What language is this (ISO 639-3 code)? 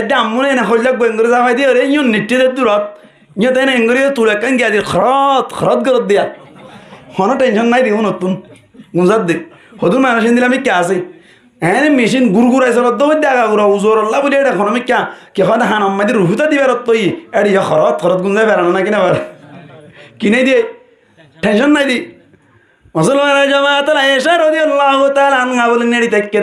rhg